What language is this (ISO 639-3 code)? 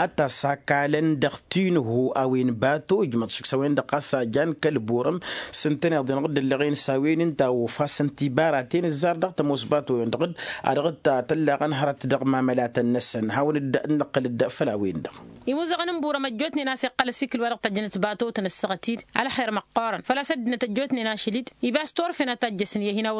taq